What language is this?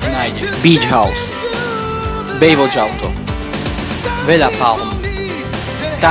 Slovak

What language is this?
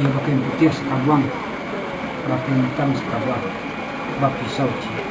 Minangkabau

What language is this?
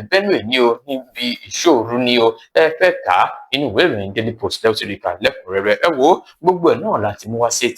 Yoruba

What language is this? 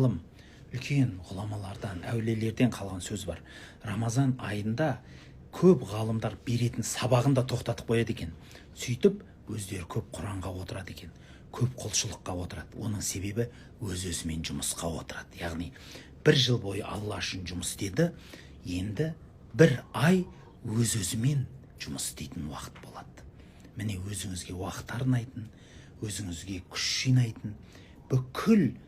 Kazakh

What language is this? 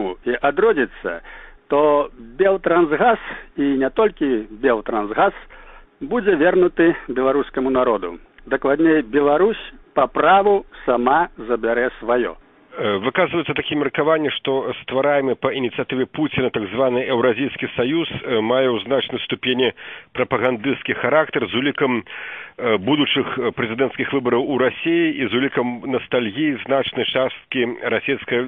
Belarusian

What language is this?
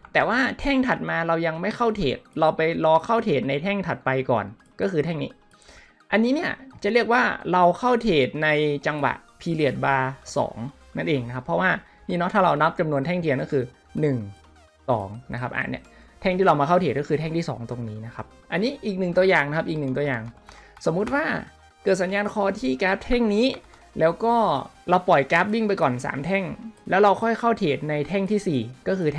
Thai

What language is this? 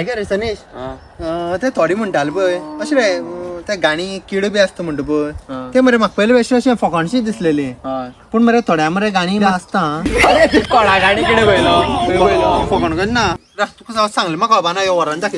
Konkani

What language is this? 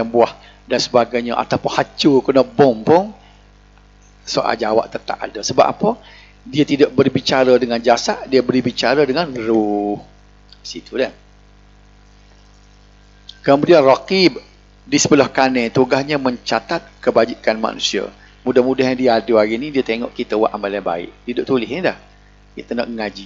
Malay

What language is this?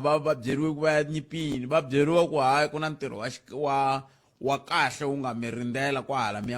Tsonga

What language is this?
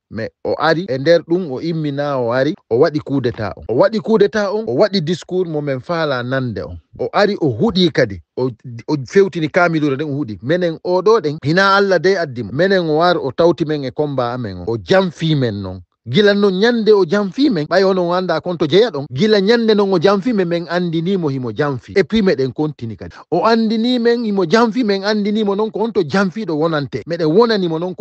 Fula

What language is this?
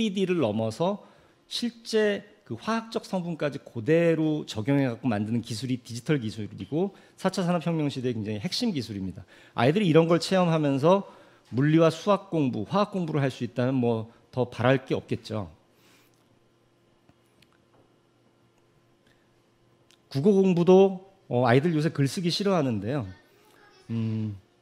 Korean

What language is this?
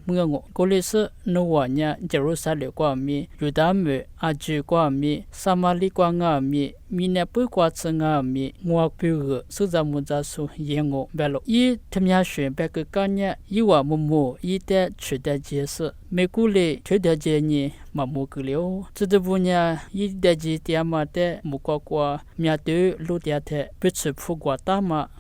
Lisu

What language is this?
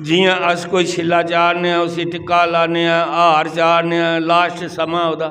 Dogri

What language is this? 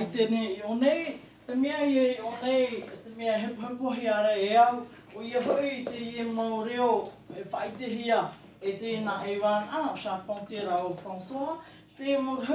Tahitian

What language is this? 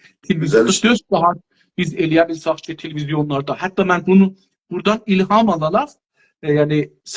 South Azerbaijani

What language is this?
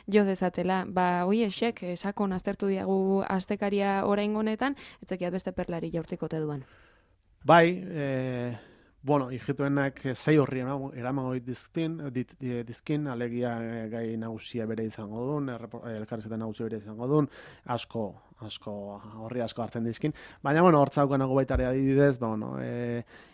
Basque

